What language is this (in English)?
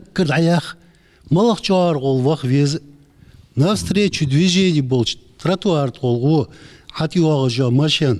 Ingush